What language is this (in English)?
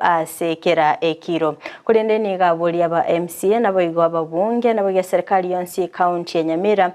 Gusii